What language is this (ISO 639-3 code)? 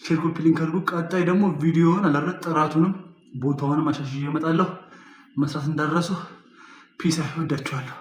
amh